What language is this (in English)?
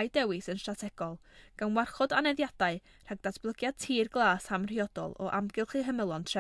Welsh